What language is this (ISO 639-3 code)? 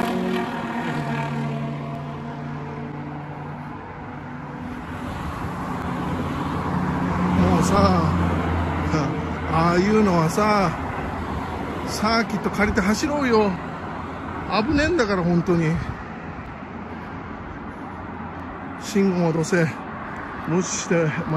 jpn